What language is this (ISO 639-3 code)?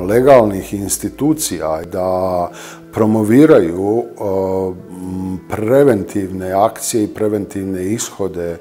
bos